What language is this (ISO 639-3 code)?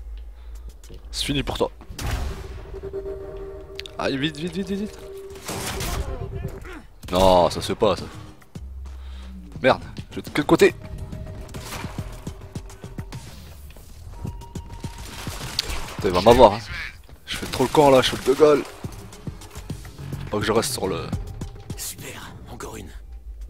fra